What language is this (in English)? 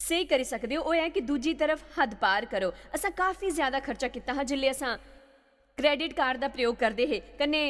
Dogri